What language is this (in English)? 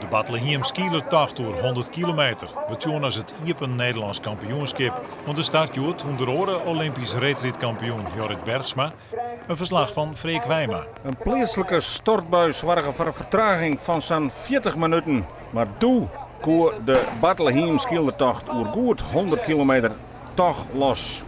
Western Frisian